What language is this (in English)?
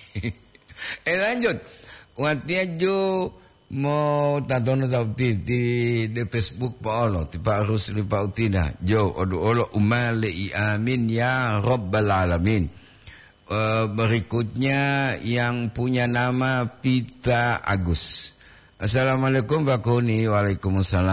Gorontalo